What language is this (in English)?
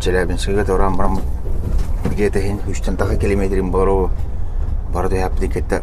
Yakut